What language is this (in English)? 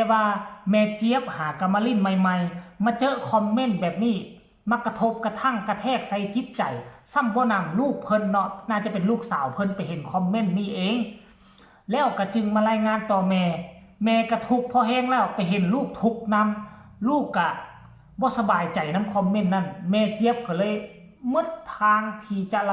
Lao